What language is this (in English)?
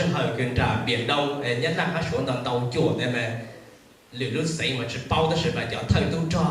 Hmong